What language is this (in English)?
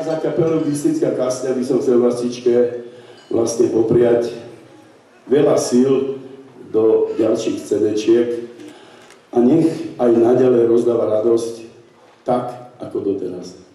Slovak